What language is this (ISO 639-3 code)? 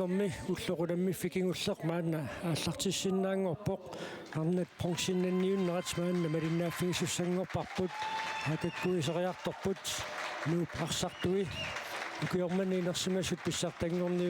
kal